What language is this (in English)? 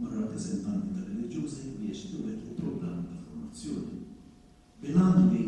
Maltese